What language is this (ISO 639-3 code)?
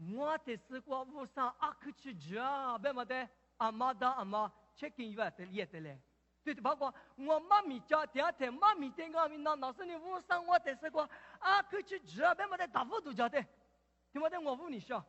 lis